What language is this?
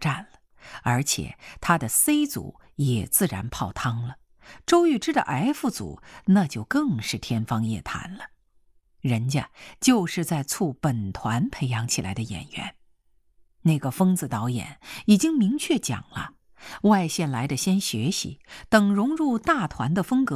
Chinese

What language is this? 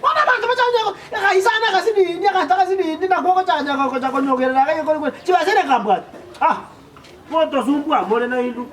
Gusii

